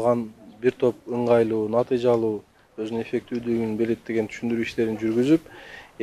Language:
Kyrgyz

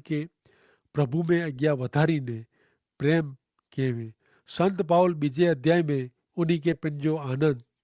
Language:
Kachhi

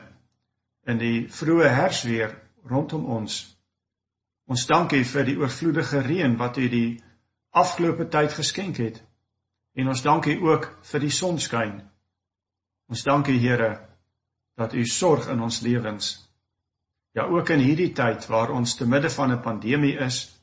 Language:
Afrikaans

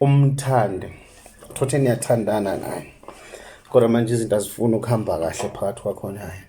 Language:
Zulu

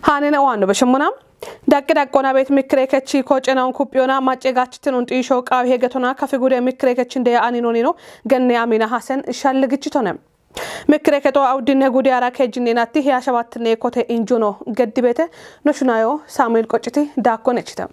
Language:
Kafa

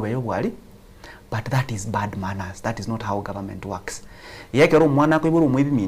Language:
Gusii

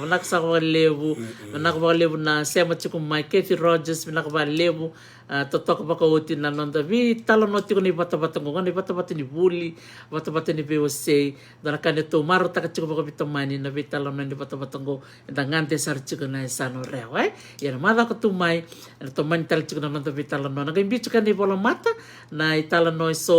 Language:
Fijian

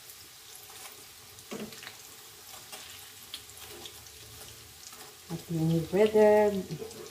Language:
Filipino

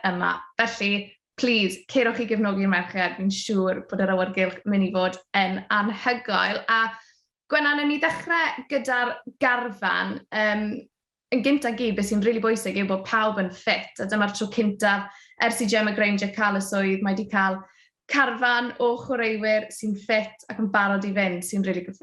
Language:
Welsh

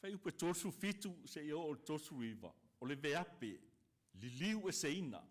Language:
Samoan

